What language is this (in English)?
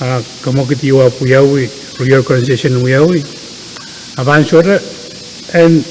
Pohnpeian